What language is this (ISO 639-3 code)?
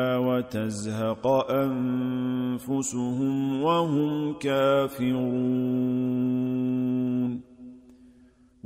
ara